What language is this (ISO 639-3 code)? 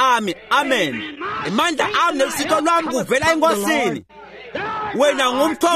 ssw